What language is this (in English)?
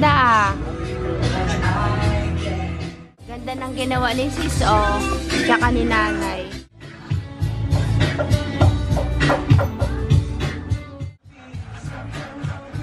Filipino